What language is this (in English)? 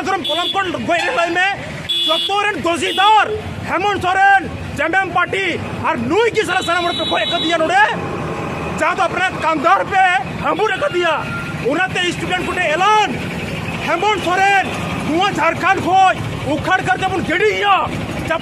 Santali